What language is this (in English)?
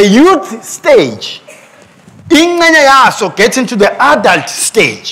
Swati